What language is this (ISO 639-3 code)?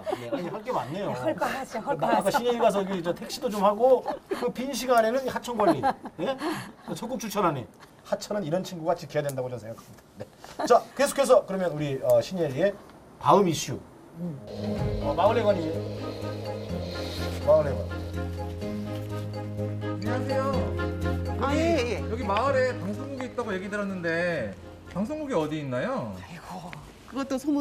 kor